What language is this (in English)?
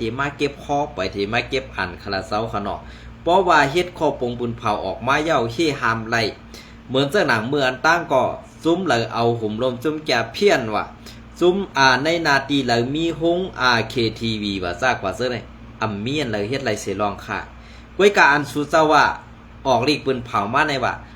Shan